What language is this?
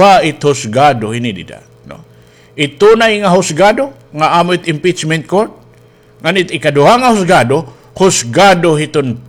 Waray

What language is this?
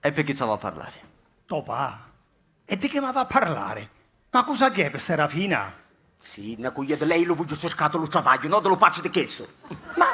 Sicilian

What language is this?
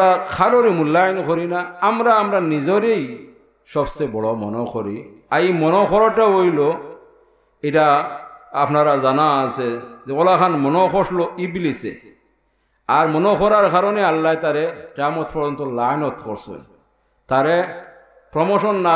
Sylheti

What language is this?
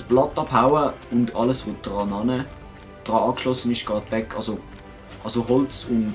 Swiss German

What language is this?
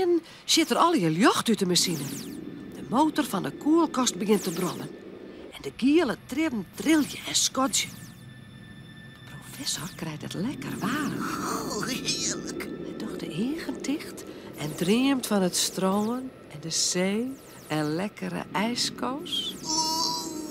Western Frisian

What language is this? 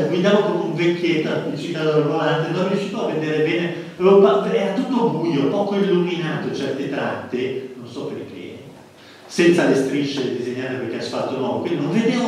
Italian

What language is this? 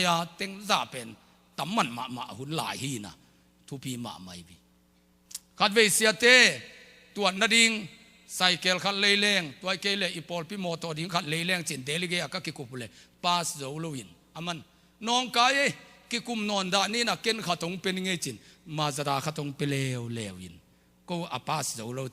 Tedim Chin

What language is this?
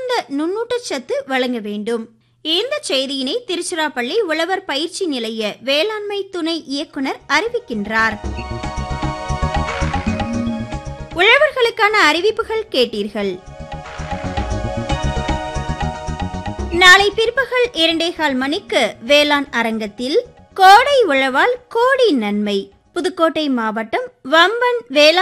Tamil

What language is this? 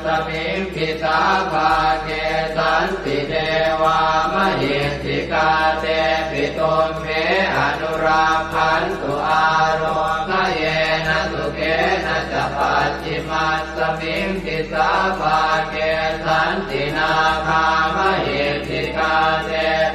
Pali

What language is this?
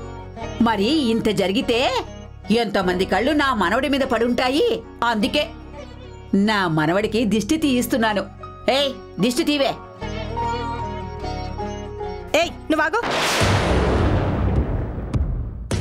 Telugu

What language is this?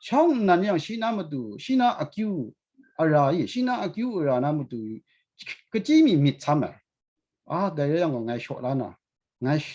Kachin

